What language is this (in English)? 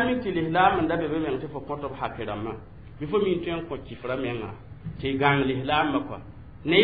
Mossi